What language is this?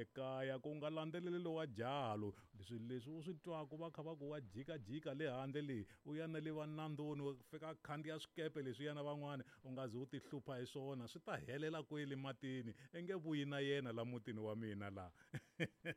Tsonga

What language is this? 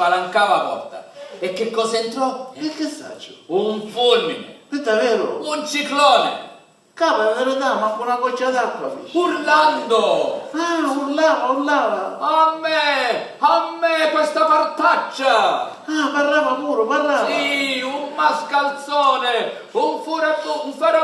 Sicilian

